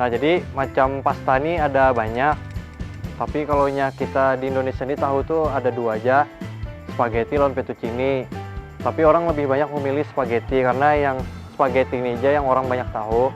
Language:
Banjar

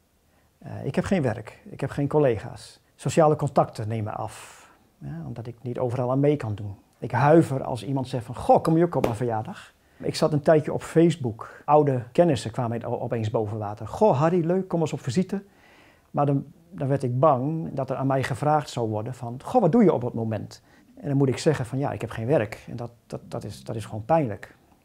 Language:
Dutch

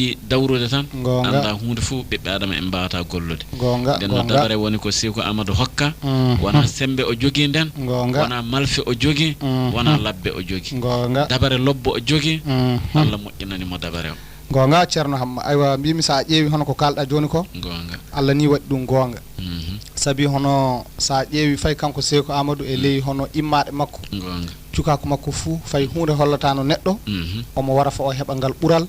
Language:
Fula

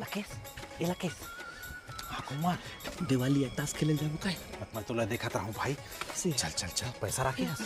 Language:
Chhattisgarhi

